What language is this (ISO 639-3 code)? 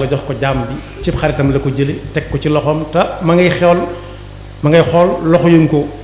wol